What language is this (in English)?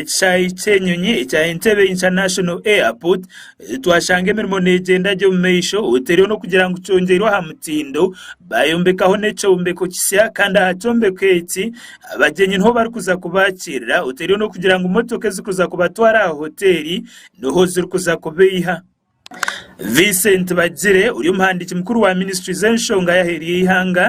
Nyankole